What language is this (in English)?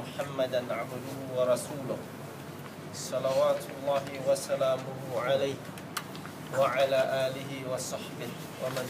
Tausug